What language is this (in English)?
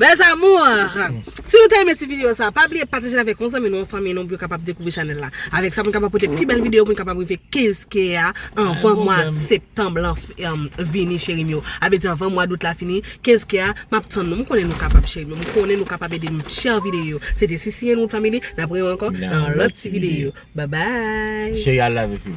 Haitian Creole